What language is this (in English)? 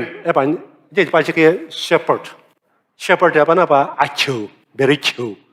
Sumi Naga